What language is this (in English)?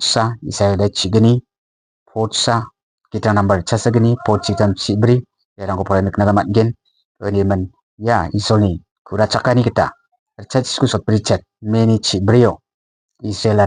Garo